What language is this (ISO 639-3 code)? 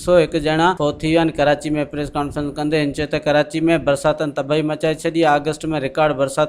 snd